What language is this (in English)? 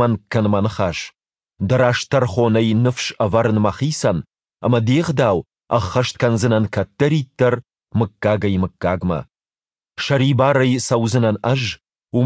Ossetic